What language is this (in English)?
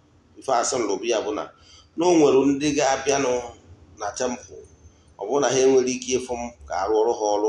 Igbo